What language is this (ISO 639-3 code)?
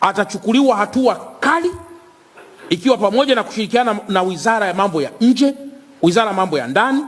swa